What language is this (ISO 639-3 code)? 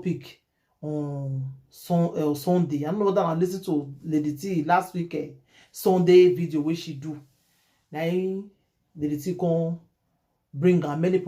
pcm